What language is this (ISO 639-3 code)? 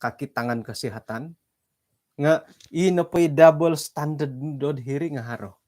dtp